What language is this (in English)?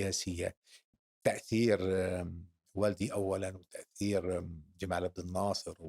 North Levantine Arabic